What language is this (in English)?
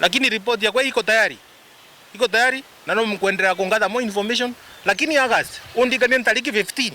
Meru